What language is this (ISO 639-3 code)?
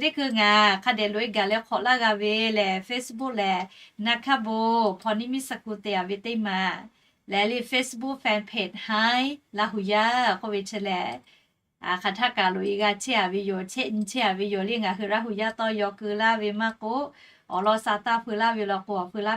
lhu